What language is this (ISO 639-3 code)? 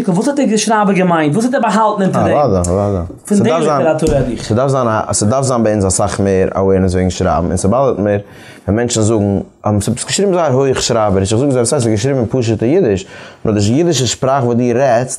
yid